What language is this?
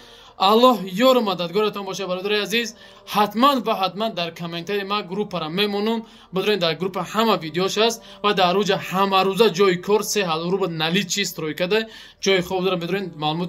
Tajik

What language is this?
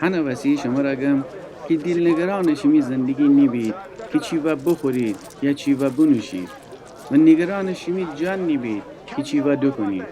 Gilaki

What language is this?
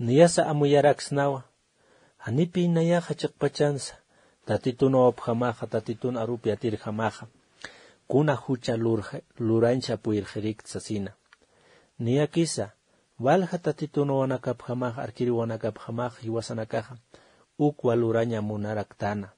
Aymara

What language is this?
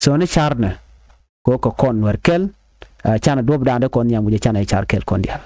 Nuer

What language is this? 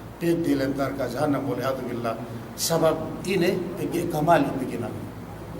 Yakan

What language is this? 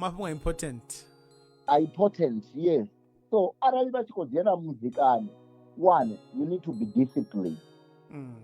Venda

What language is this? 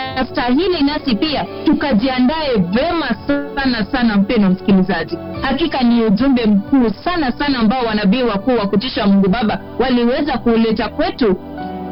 Swahili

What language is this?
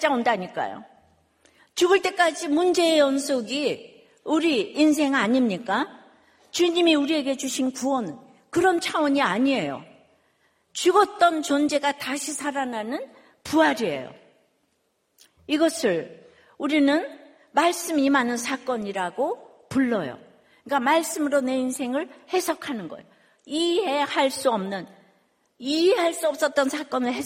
Korean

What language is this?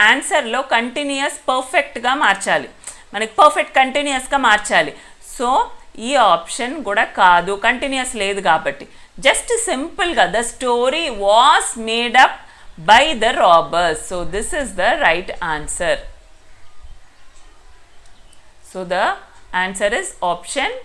Telugu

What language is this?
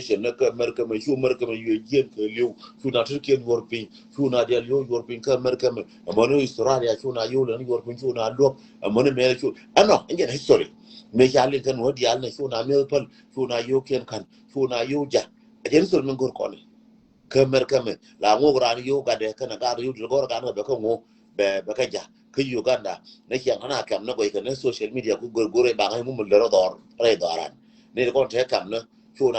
Nuer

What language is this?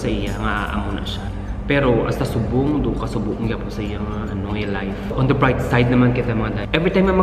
Hiligaynon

